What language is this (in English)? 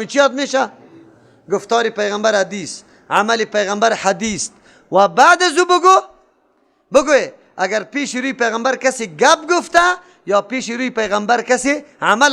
Persian